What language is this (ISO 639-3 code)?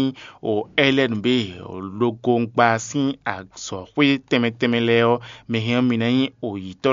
fon